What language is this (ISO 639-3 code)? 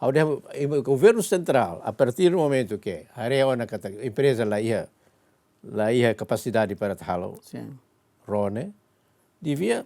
tet